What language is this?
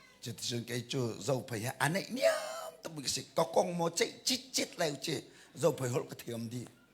Hakha Chin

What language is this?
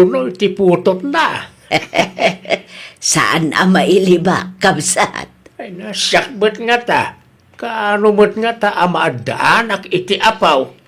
Iloko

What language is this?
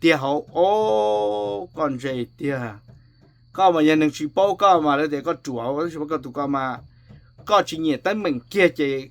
Hmong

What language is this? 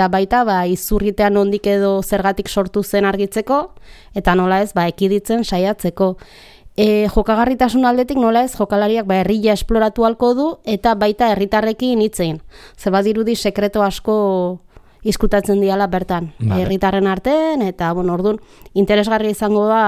Basque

